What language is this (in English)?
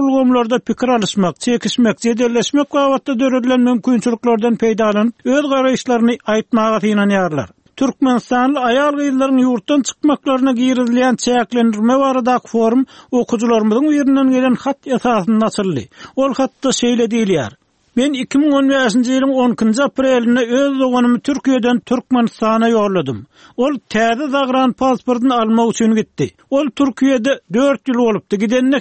Turkmen